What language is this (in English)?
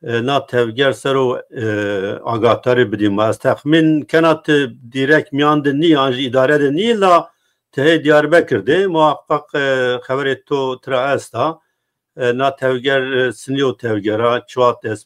Zaza